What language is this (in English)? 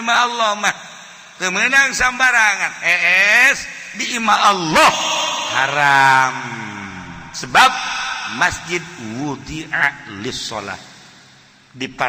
Sundanese